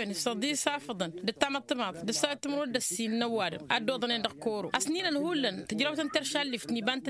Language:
Tamasheq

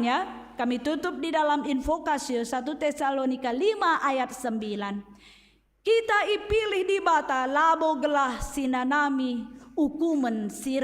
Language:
Batak Karo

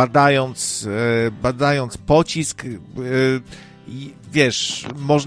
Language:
Polish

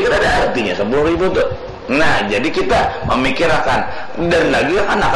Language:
Banjar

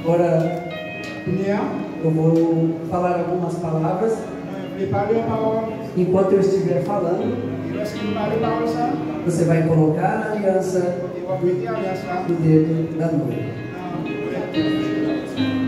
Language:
Haitian Creole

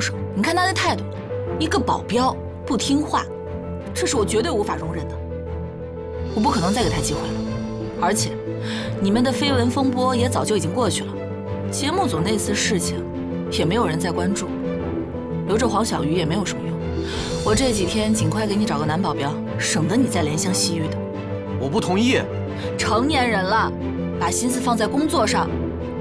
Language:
Chinese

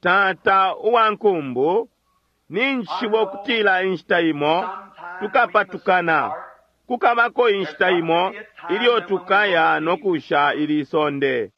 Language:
Bemba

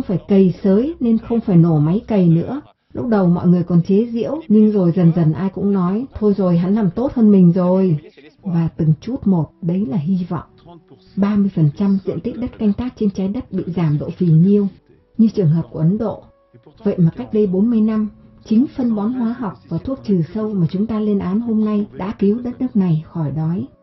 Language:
Vietnamese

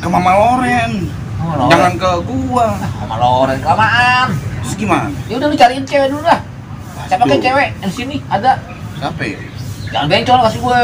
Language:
Betawi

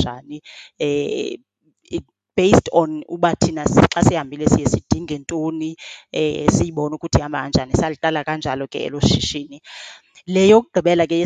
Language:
Xhosa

